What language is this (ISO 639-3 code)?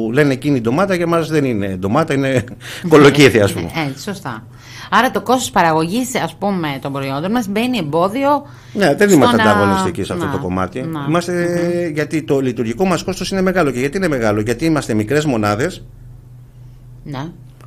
ell